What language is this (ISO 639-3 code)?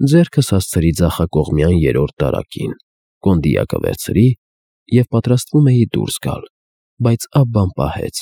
hye